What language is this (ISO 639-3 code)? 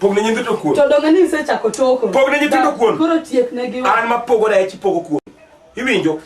luo